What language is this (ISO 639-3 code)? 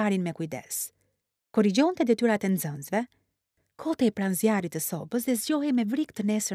sqi